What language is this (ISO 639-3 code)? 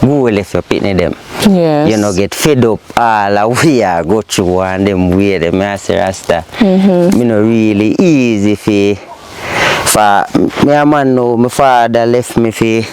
jam